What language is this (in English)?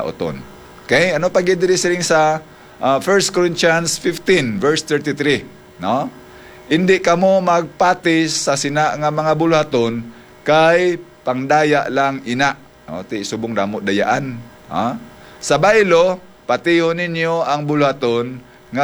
Hiligaynon